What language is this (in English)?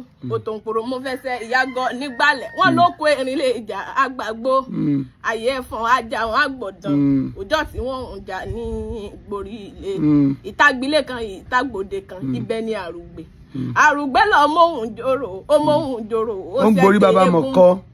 Yoruba